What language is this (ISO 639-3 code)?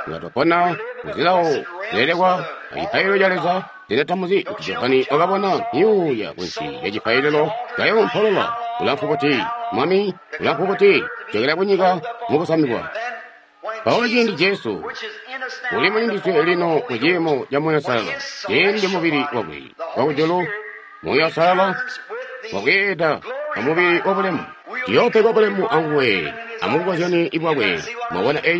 toi